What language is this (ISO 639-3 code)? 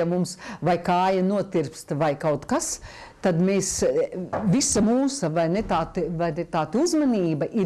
lav